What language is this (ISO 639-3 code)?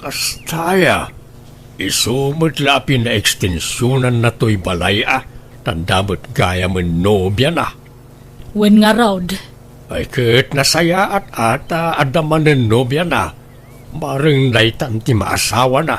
ilo